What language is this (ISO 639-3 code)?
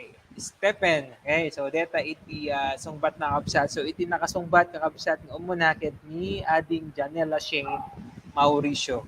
ilo